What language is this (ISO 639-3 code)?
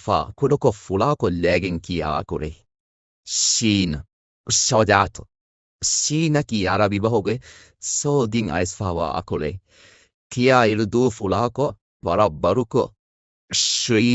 div